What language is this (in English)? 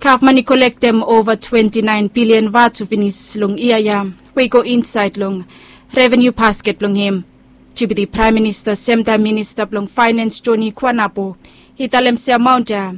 Bislama